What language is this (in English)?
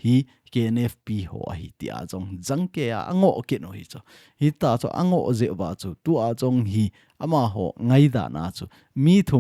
Thado Chin